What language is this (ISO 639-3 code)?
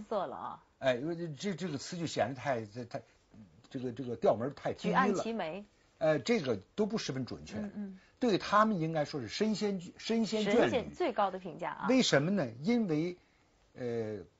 zho